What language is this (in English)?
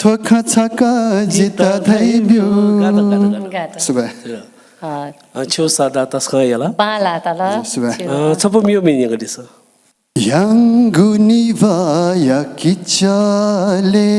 Newari